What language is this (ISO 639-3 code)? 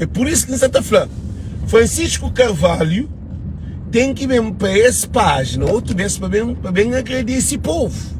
kea